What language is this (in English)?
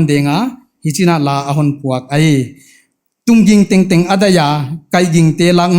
Paite Chin